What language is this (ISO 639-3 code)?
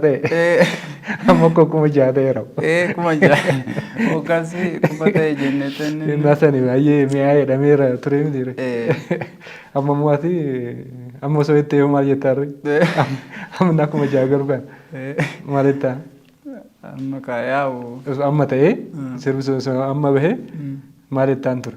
orm